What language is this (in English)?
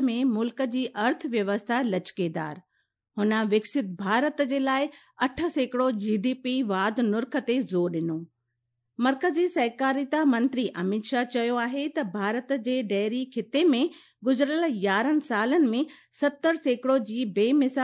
Sindhi